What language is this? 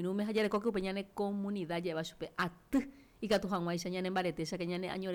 Guarani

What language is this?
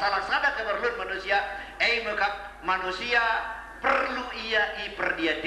Batak Karo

